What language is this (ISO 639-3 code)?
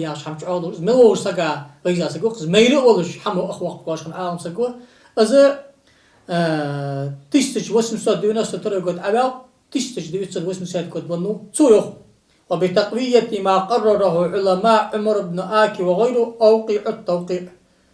inh